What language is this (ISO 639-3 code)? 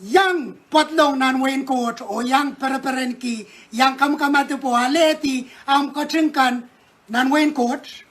pon